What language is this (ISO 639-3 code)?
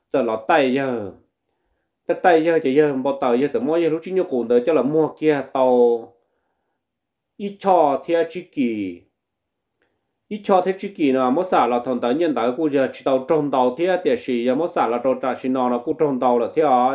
vie